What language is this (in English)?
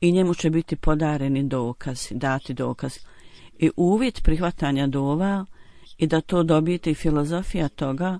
Bosnian